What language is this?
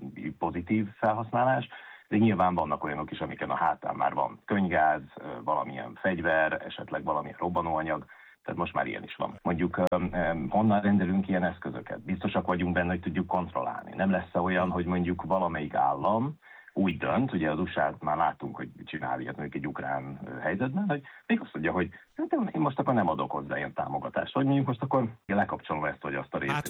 Hungarian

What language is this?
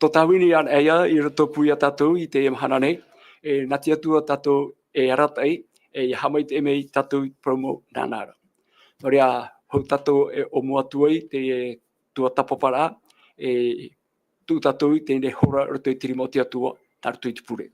Tahitian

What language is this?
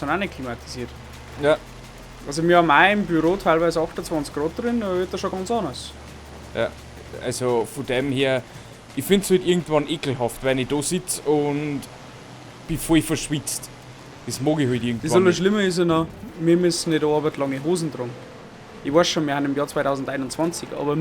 Bavarian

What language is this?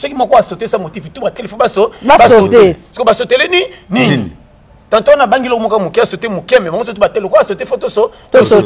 Lingala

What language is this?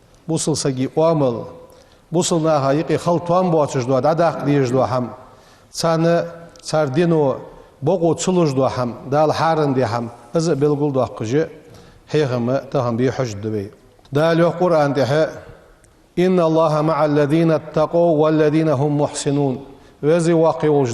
Ingush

